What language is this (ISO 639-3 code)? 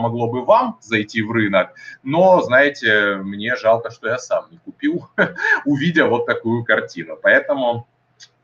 rus